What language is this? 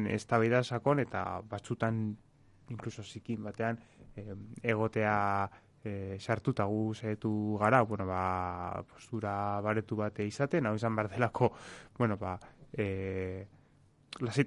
Basque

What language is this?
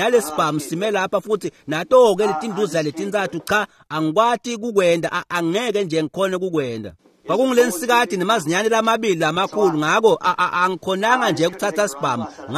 Swati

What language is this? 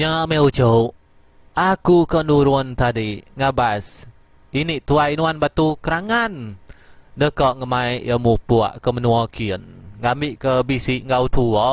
Iban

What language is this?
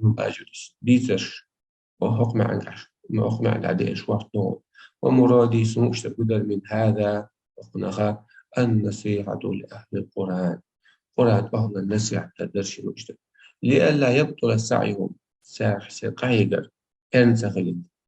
Chechen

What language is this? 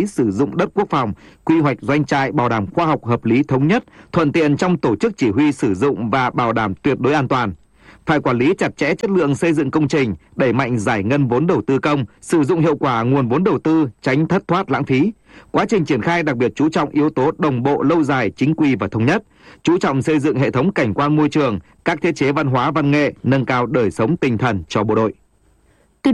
Vietnamese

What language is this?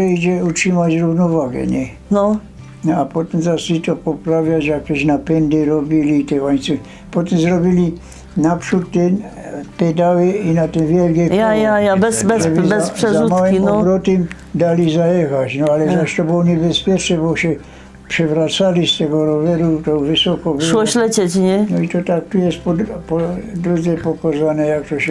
Silesian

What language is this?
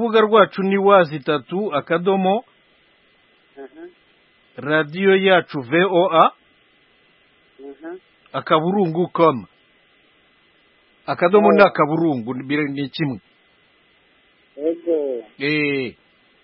Kinyarwanda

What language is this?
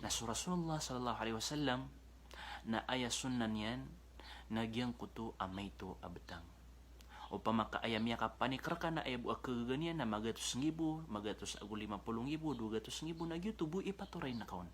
Maranao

